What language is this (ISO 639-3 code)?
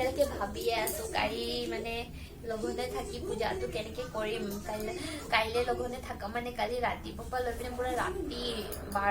asm